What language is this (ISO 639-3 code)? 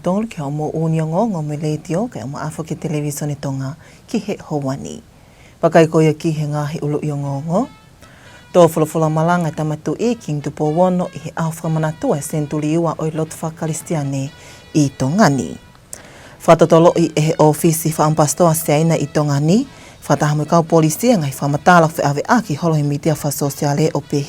ton